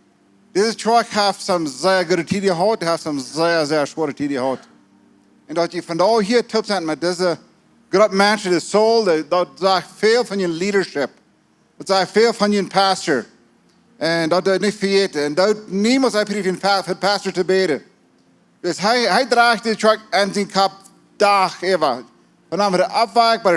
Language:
Plautdietsch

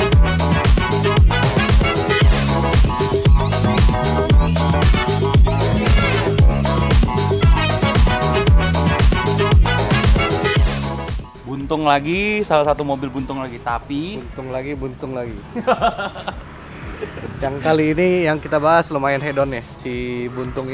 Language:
Indonesian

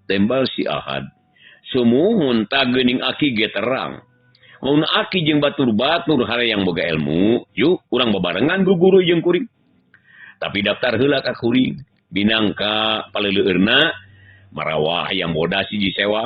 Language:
Sundanese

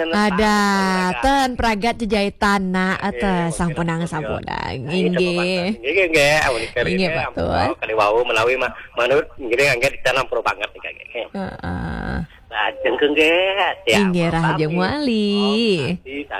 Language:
Balinese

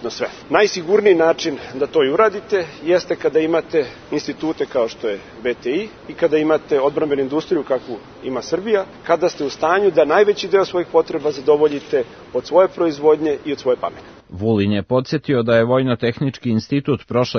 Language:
Serbian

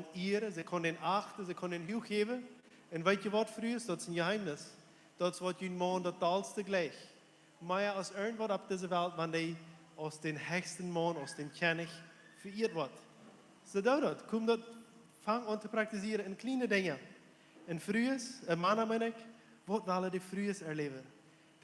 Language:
Plautdietsch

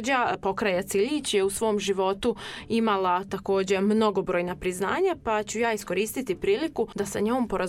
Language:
Serbian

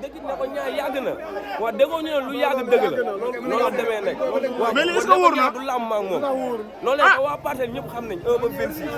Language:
Wolof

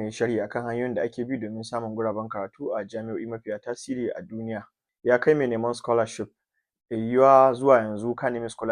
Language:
Hausa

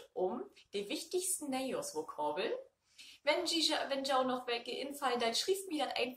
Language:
Low German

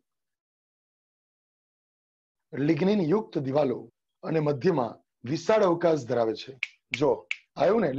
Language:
Gujarati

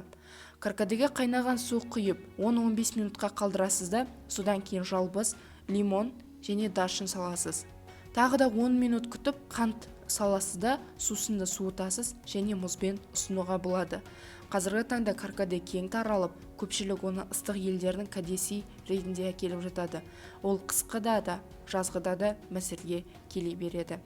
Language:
Kazakh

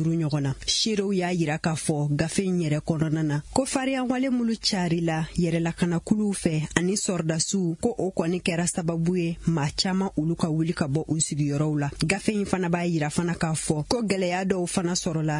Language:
Bambara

